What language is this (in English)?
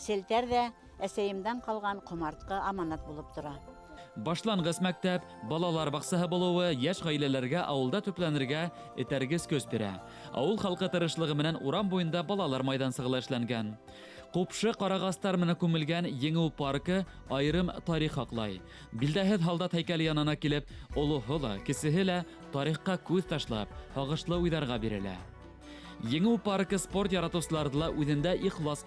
Bashkir